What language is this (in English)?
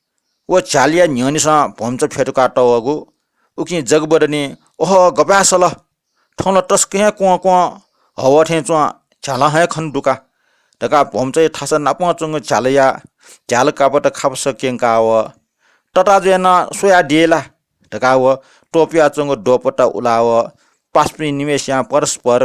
Newari